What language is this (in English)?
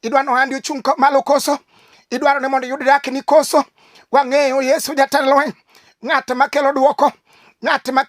Luo (Kenya and Tanzania)